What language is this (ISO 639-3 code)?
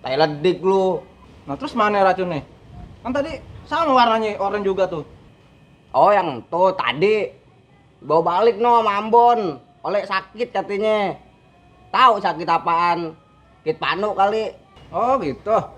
bew